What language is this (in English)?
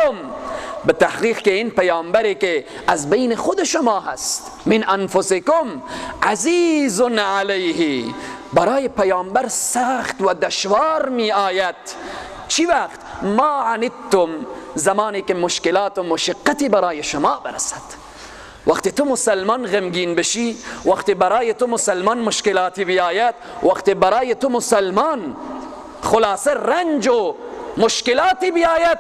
Persian